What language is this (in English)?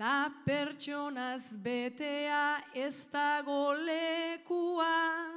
Basque